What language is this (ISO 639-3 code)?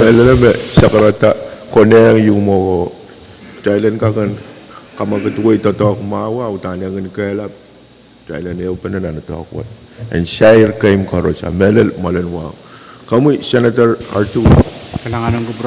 pon